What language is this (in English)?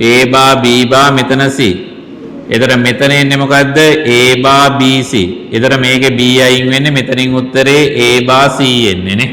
Sinhala